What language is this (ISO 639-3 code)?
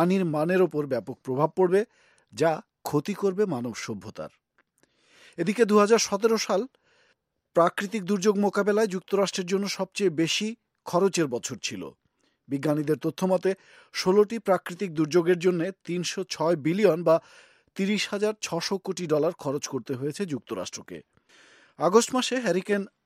ben